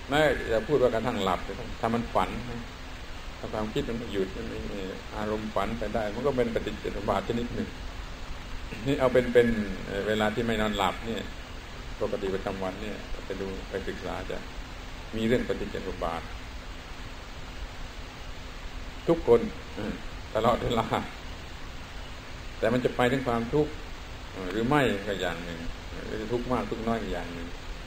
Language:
Thai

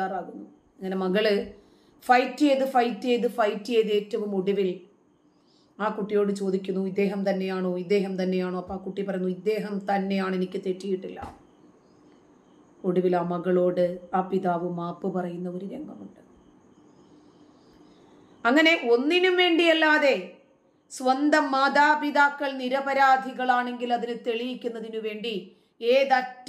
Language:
Malayalam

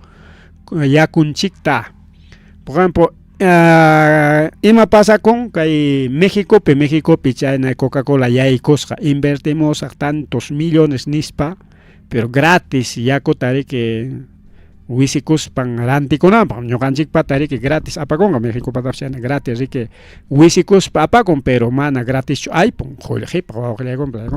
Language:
Ayacucho Quechua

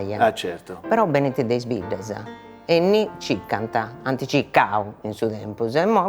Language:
Sardinian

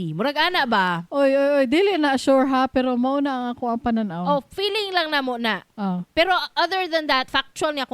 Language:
Cebuano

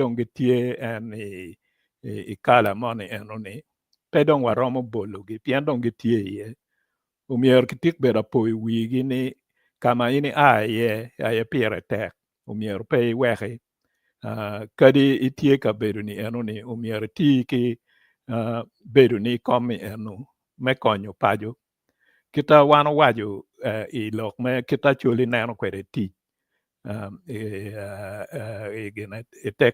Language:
Acoli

